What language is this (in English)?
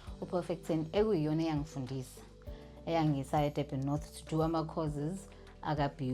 Zulu